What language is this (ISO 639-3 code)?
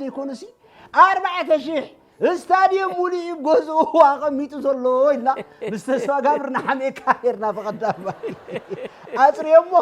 tir